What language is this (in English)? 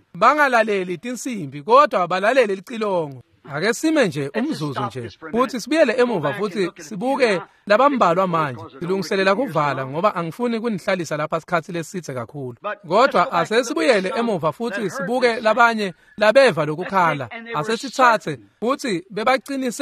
Swati